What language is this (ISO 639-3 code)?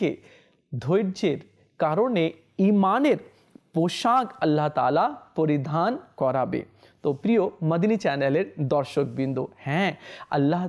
ben